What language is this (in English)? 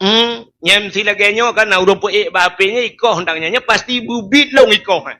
Achinese